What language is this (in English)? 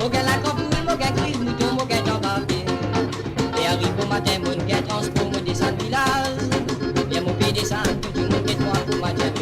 Morisyen